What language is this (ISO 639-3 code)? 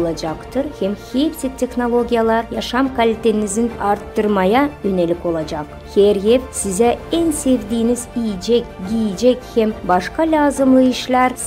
gag